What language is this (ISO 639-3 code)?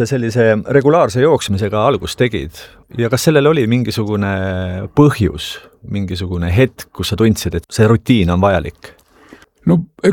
est